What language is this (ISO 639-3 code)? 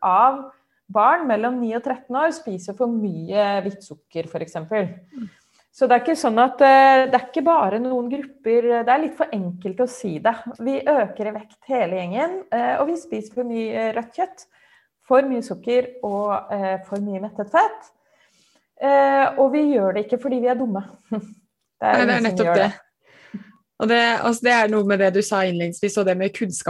nor